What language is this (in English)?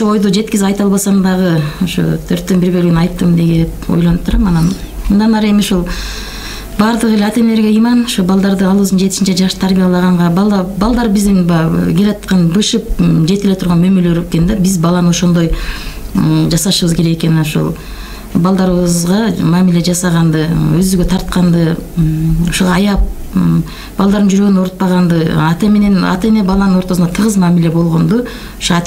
Kyrgyz